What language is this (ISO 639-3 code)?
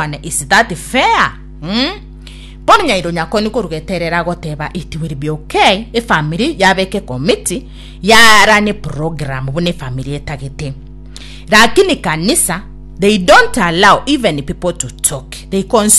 guz